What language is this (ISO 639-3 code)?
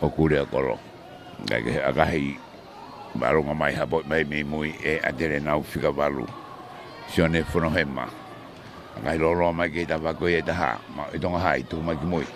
ton